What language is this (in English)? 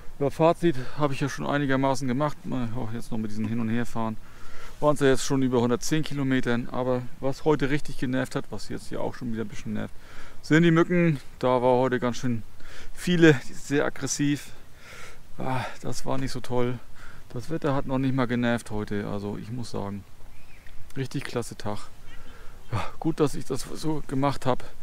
German